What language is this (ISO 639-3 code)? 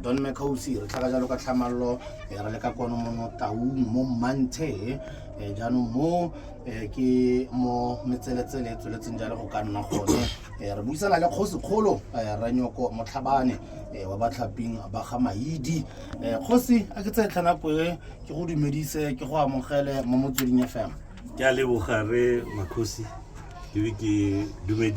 tsn